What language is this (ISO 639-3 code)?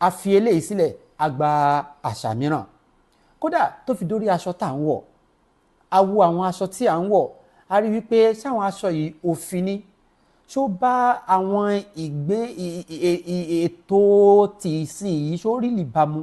yor